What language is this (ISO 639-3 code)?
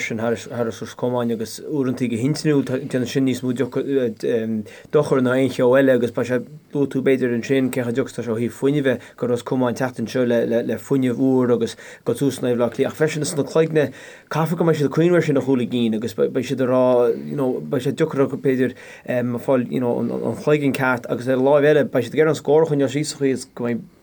gle